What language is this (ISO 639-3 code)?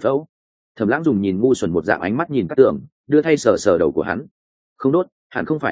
vie